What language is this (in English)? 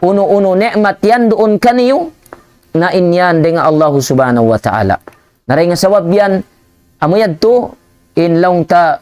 Tausug